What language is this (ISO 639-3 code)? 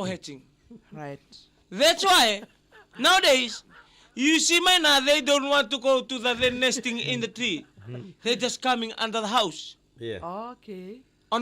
fij